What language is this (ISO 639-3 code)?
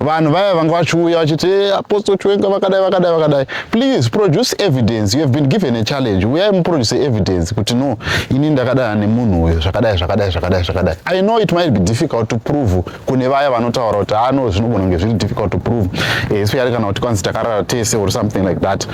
sna